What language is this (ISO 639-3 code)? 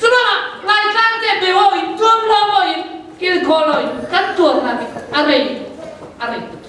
cfm